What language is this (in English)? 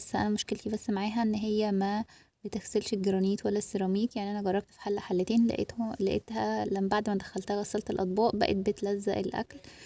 Egyptian Arabic